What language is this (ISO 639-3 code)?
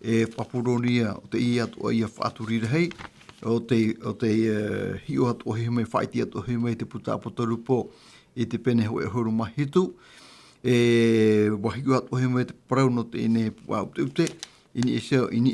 tah